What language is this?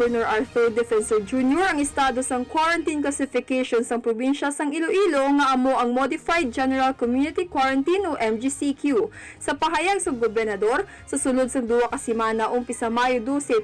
Hiligaynon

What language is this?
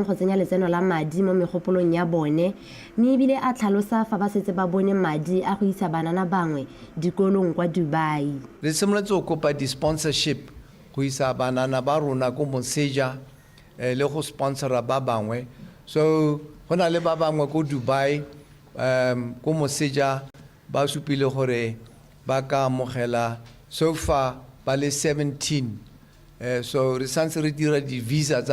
Tswana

